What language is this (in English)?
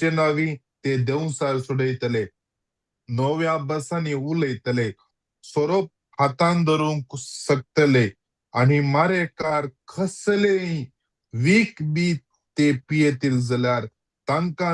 Konkani